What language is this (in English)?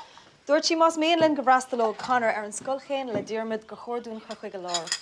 Irish